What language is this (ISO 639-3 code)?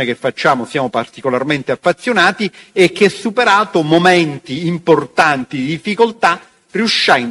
ita